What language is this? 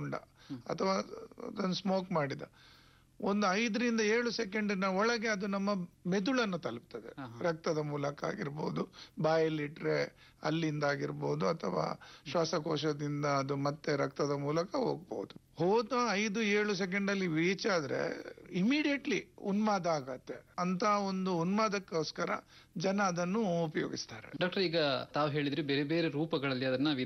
Kannada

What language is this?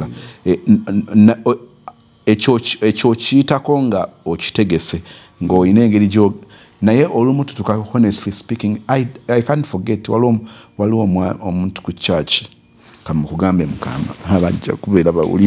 Ganda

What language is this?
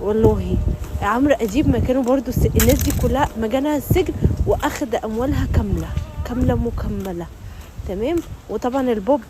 Egyptian Arabic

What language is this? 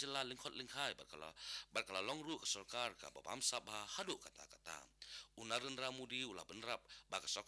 Khasi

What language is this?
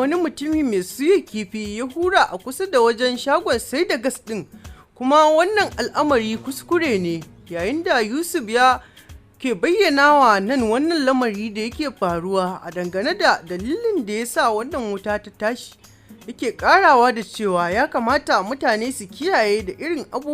Hausa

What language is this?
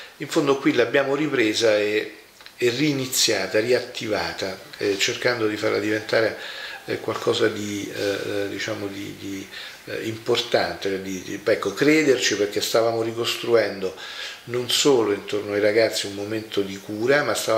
Italian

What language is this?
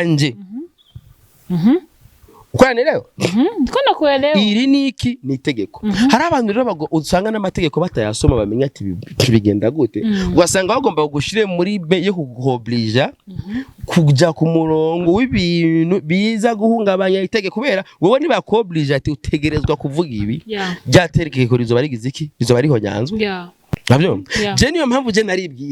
Rundi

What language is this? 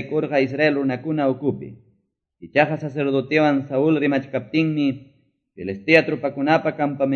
Quechua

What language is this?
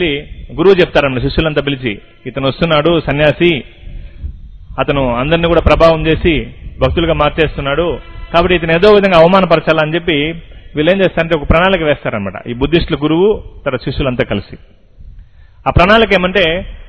Telugu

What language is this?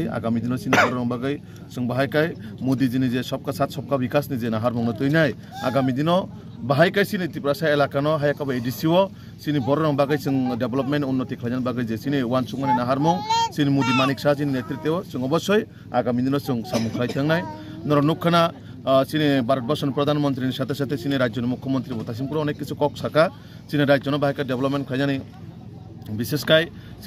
Kok Borok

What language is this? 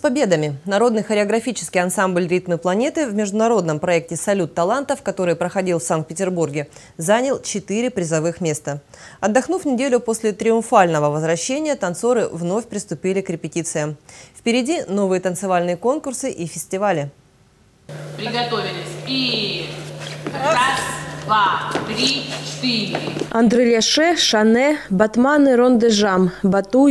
Russian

